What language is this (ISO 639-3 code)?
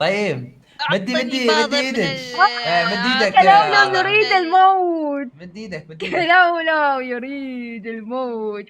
acm